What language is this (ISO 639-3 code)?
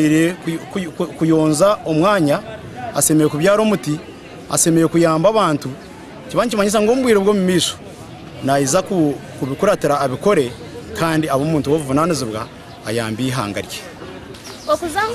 nyn